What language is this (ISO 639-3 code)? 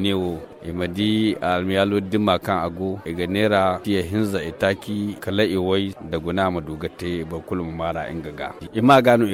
dje